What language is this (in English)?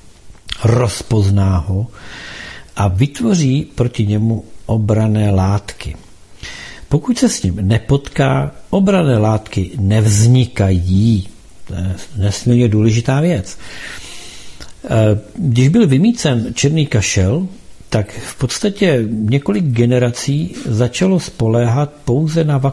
Czech